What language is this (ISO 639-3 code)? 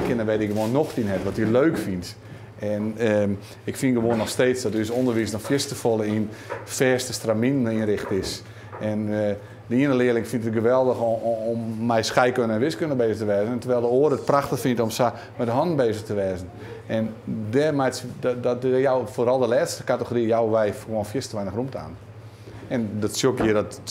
fry